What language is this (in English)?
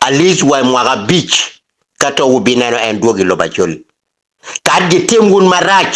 Acoli